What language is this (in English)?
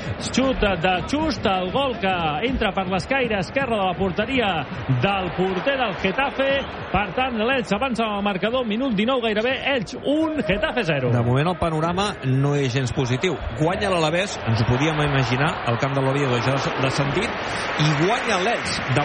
Catalan